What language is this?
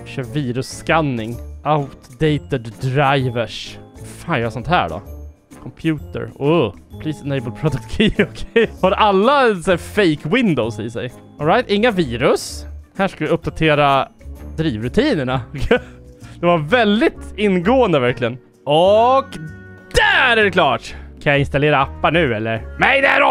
Swedish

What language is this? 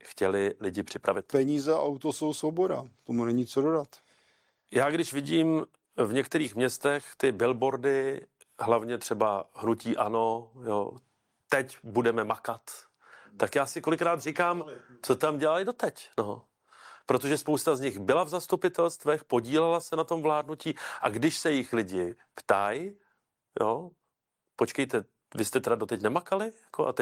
Czech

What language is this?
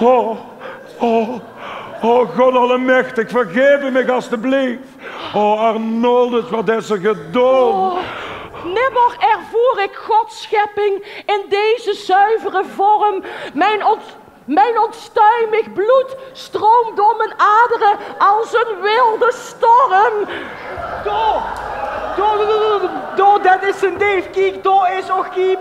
Limburgish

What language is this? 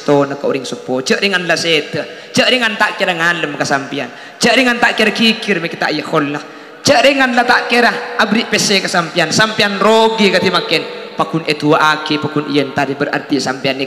Madurese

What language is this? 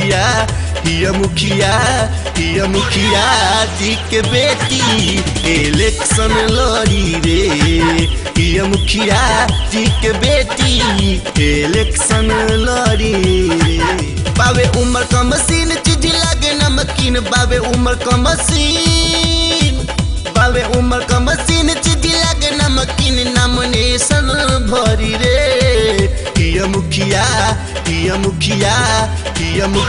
Bhojpuri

